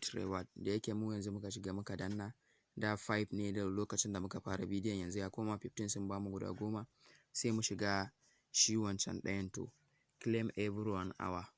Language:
Hausa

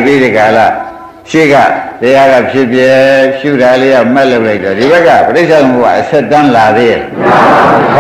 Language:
Burmese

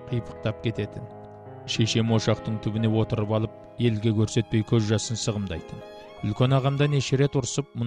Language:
Kazakh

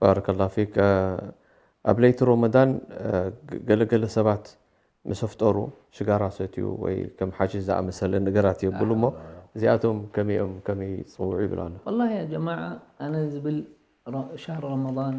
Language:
Tigrinya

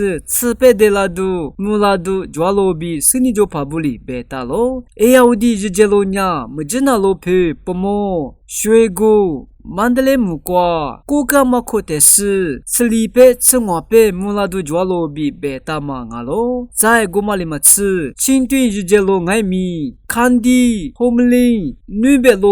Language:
Lisu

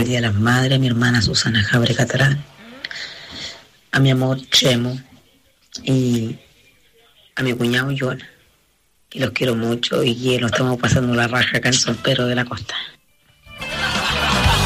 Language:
Spanish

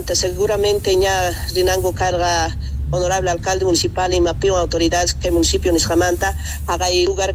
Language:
South Bolivian Quechua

